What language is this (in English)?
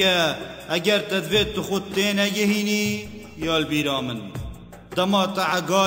Kurdish